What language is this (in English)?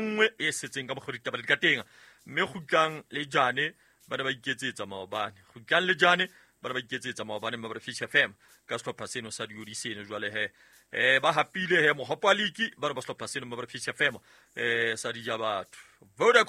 Southern Sotho